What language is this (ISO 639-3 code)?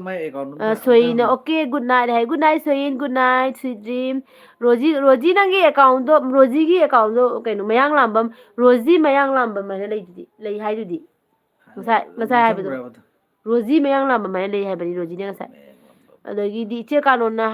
mni